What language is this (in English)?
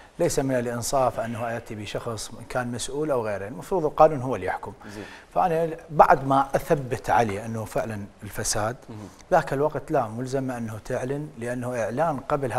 Mesopotamian Arabic